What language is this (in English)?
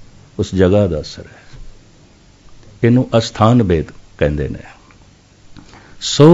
Punjabi